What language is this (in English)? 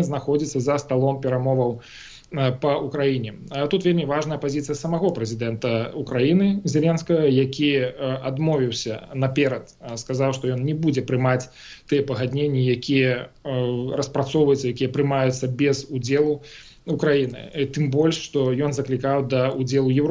Belarusian